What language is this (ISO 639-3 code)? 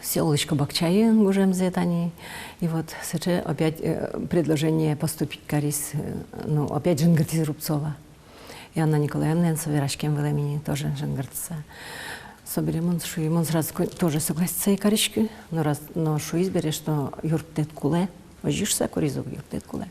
udm